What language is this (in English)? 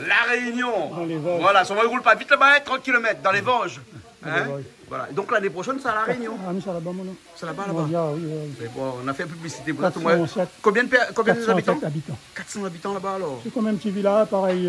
Réunion Creole French